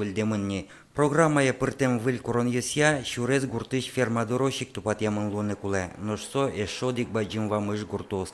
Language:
Udmurt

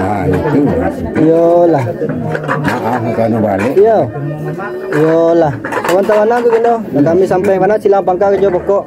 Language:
Minangkabau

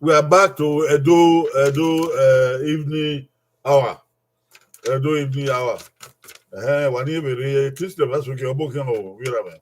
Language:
Bini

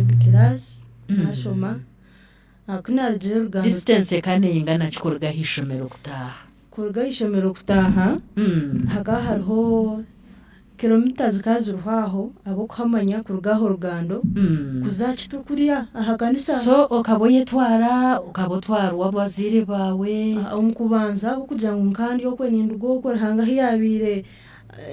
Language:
Nyankole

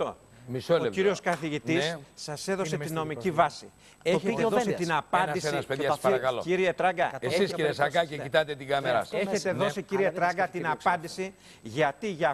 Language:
Greek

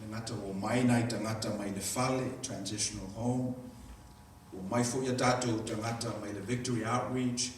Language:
Samoan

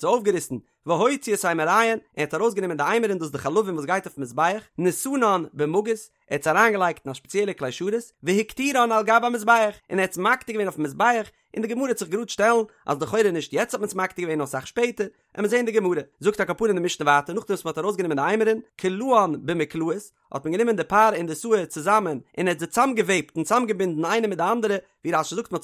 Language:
Yiddish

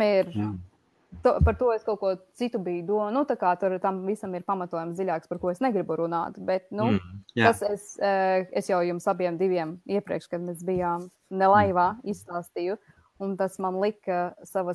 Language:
Latvian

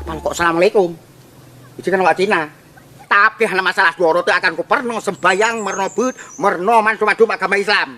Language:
Achinese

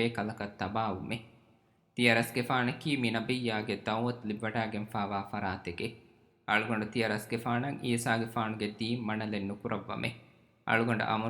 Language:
Divehi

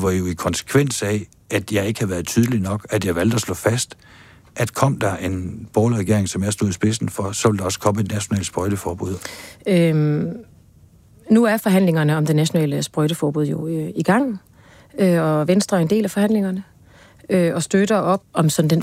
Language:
Danish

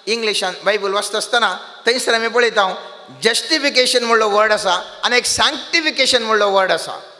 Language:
Konkani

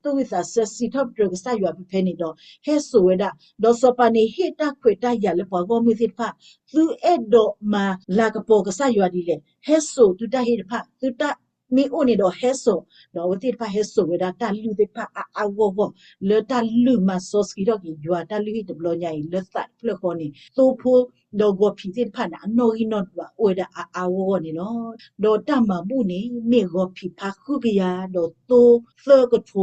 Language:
S'gaw Karen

